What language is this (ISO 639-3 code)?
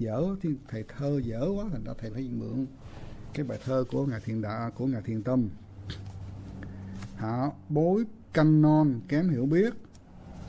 vie